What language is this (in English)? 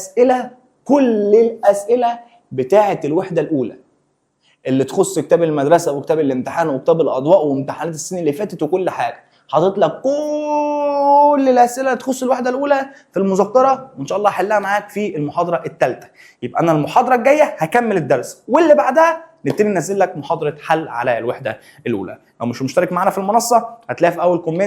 Egyptian Arabic